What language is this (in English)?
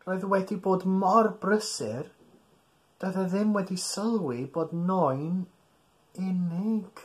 Welsh